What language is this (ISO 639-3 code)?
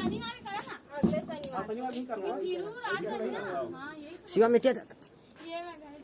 hne